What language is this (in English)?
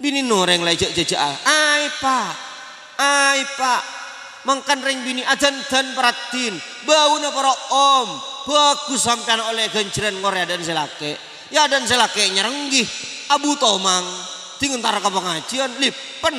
Madurese